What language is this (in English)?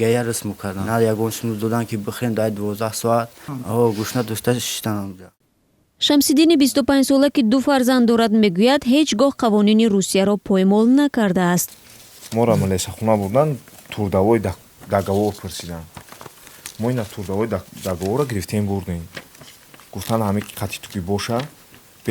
Tajik